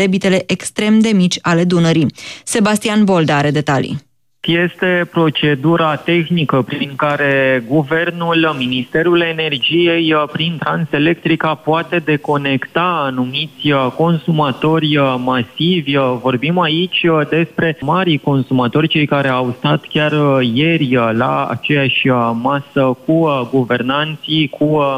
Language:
Romanian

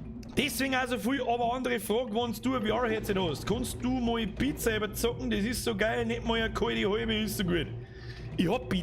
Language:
Bavarian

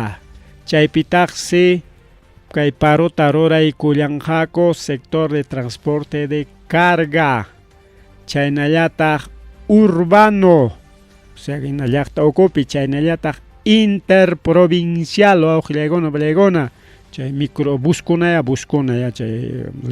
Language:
Ayacucho Quechua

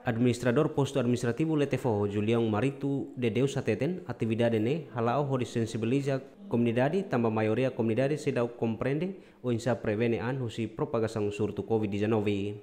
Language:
Tetum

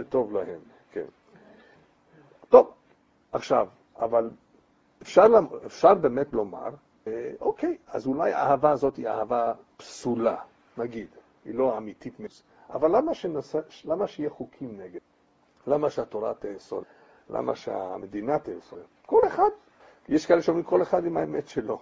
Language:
Hebrew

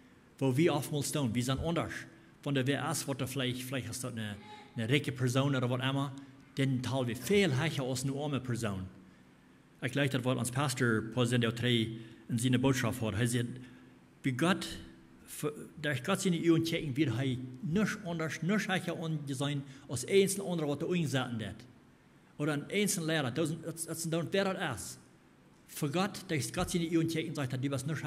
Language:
Plautdietsch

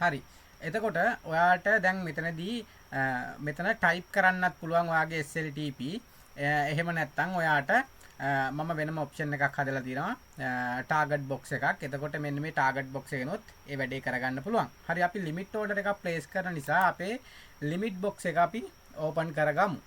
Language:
Sinhala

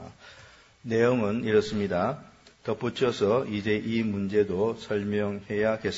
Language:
Korean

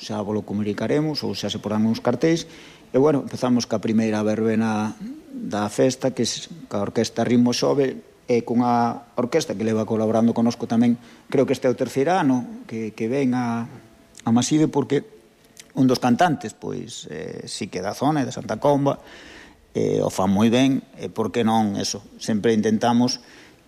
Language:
Galician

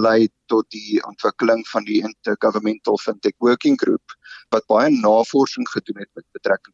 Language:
Afrikaans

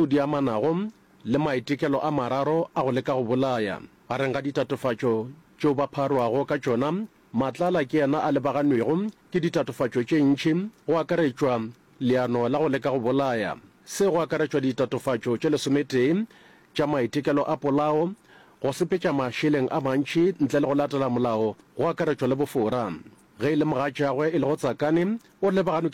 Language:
Northern Sotho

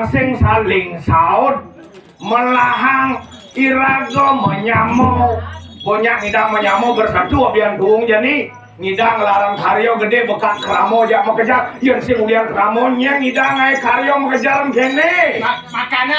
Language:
Balinese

